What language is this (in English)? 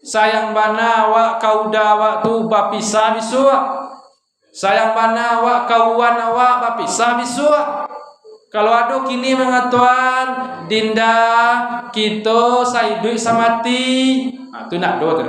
Minangkabau